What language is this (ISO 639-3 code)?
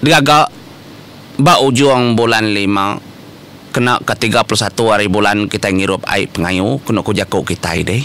iba